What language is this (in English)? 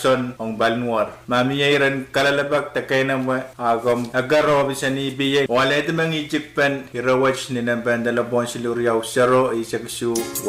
Pohnpeian